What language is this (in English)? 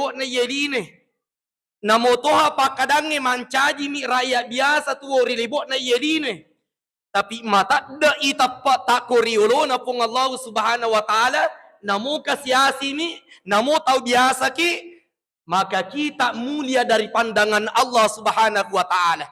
Buginese